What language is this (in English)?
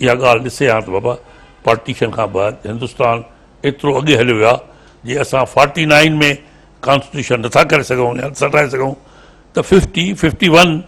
Sindhi